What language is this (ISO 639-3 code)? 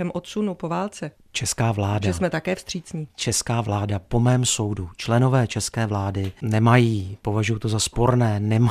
ces